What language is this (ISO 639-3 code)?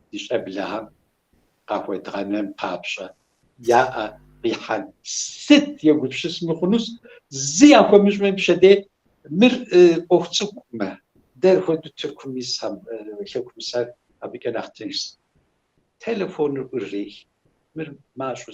kbd